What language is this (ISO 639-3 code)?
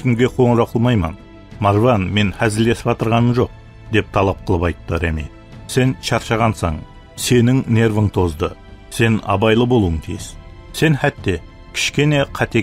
kaa